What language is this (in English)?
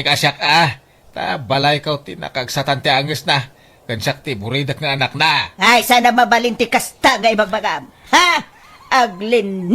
Iloko